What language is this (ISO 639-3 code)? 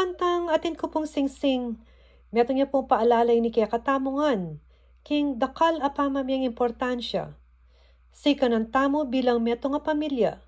pam